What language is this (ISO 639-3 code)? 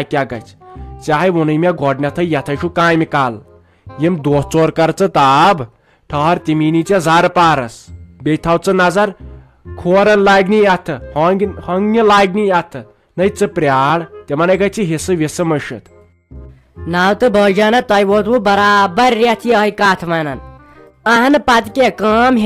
kas